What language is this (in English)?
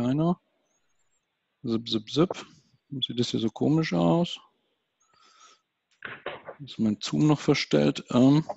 German